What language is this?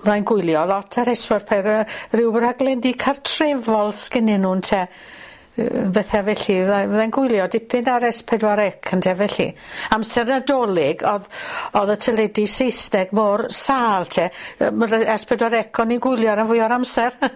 Welsh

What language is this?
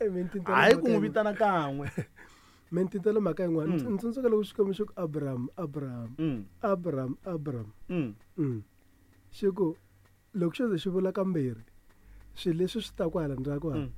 Tsonga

